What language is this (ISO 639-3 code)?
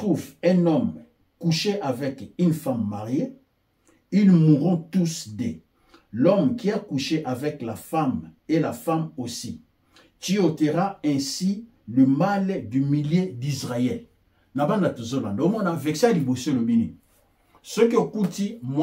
lin